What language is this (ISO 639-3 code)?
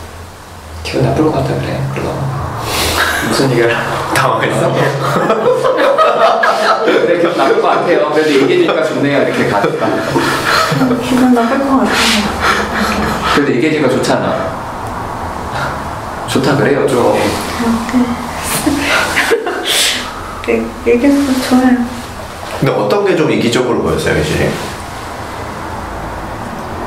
kor